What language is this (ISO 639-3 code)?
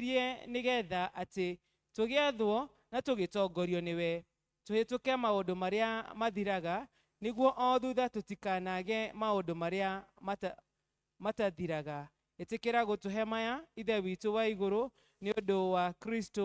kik